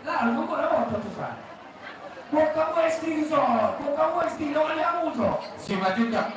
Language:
Batak Toba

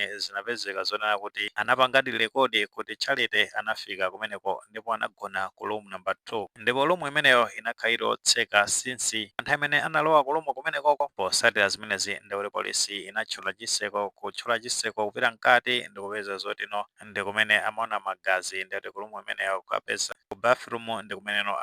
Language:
Nyanja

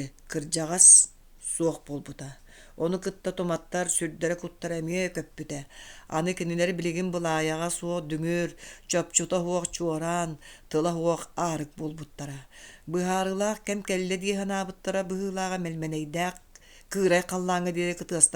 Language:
Yakut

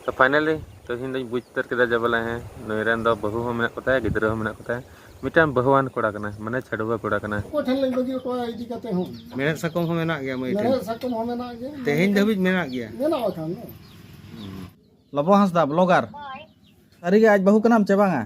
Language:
Santali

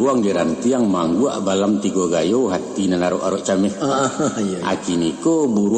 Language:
Minangkabau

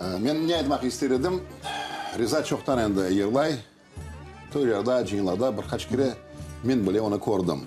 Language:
Crimean Tatar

